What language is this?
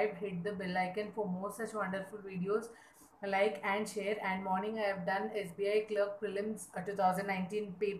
English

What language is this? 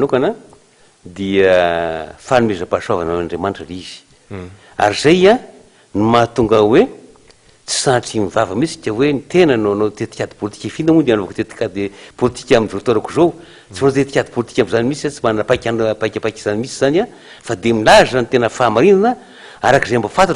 Malagasy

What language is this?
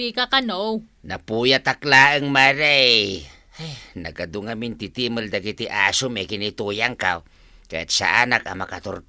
Iloko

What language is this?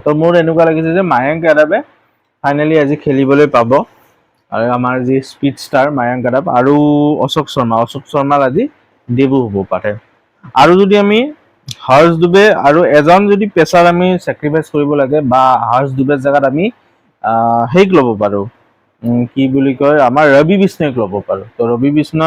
Assamese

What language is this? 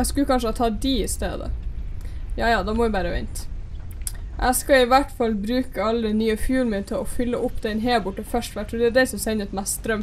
Norwegian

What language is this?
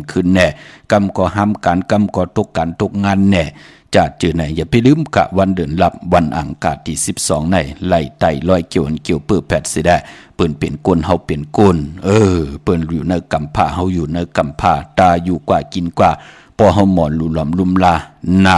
Shan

